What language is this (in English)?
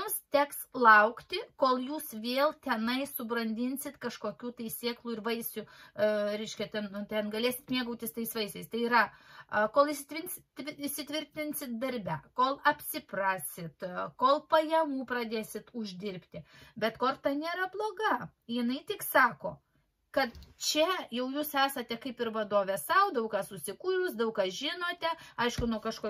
Lithuanian